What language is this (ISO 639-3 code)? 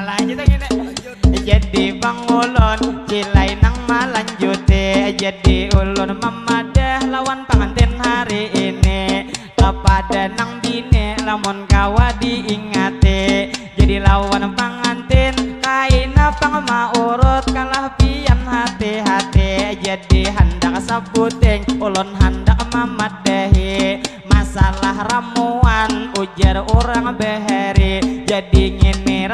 bjn